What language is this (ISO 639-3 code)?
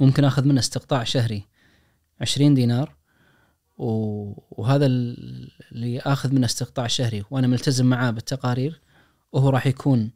ars